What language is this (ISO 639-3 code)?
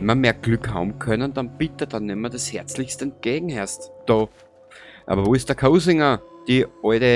bar